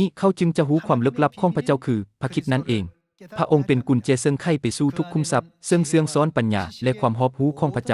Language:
Lao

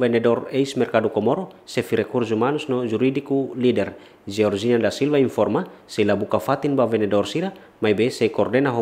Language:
Tetum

